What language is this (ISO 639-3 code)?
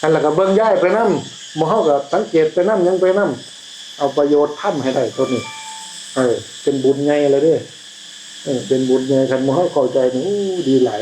tts